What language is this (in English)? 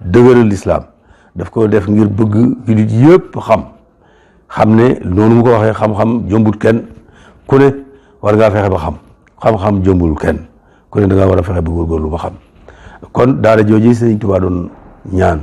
Wolof